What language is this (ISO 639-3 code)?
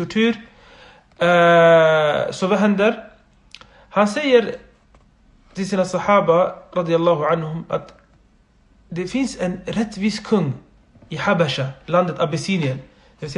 swe